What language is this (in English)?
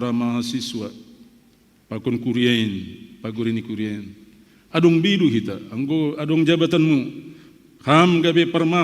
Batak Simalungun